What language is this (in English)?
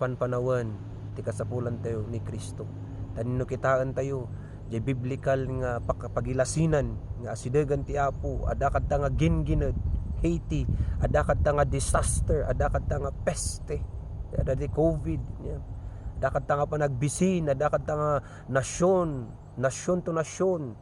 Iloko